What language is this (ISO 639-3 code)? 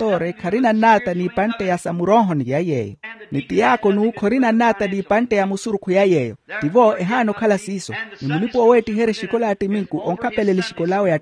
vmw